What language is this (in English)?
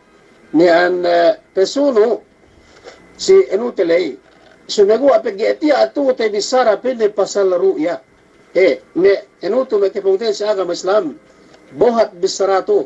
Yakan